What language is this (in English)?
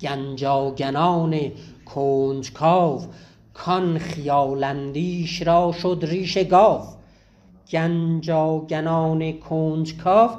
South Azerbaijani